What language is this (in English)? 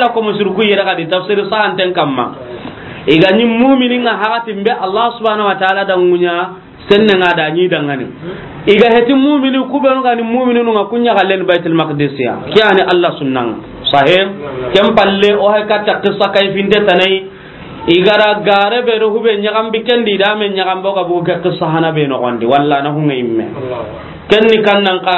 Soninke